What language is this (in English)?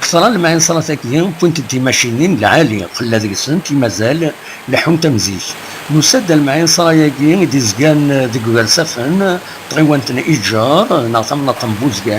Kabyle